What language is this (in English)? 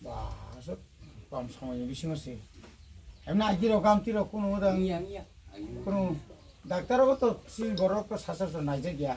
Kok Borok